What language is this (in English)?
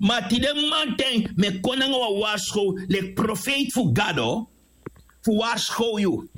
Sranan Tongo